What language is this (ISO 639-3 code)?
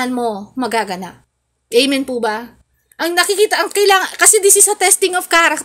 fil